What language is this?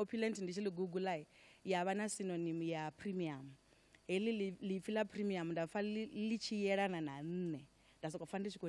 Venda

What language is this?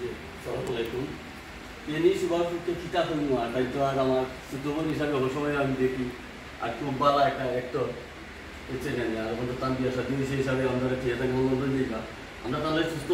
Sylheti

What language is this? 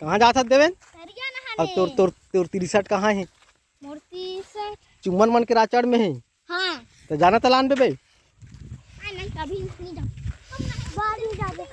Chhattisgarhi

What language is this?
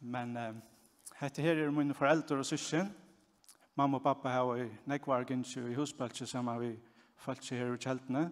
Faroese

